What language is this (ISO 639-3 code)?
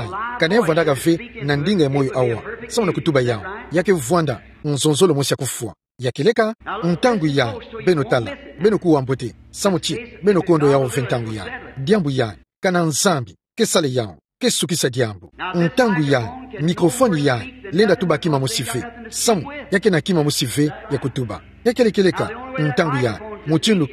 ktu